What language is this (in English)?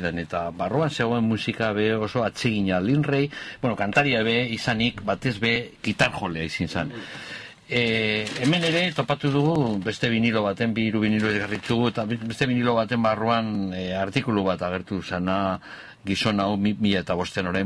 Basque